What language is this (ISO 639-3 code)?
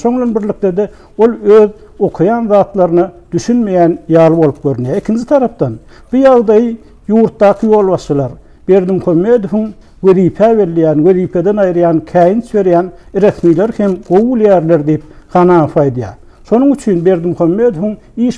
tuk